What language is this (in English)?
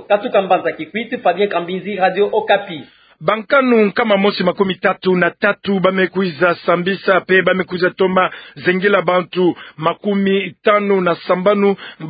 Kituba (Democratic Republic of Congo)